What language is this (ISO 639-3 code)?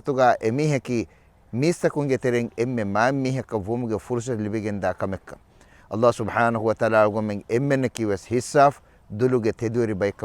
div